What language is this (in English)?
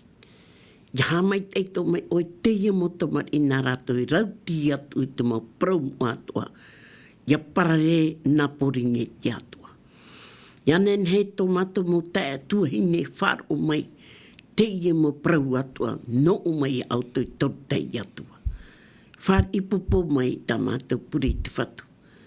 Tahitian